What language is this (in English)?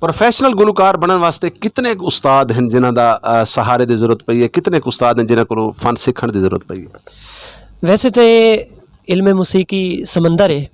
Saraiki